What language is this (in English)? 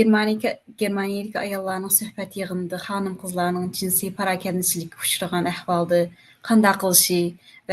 Uyghur